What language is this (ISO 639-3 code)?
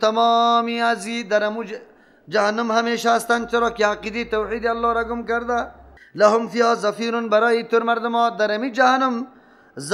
fas